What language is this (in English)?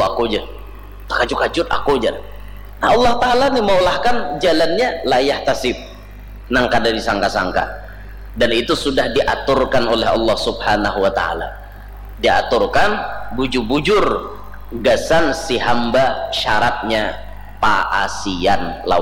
Banjar